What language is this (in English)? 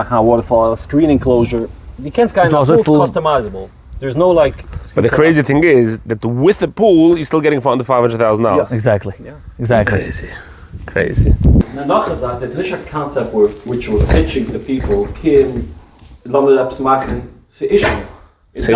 Yiddish